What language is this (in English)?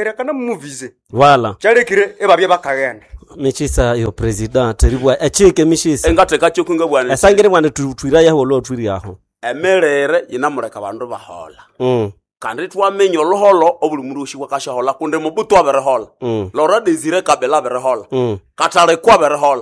Nande